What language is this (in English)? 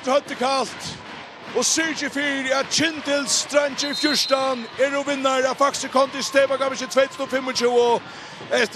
Faroese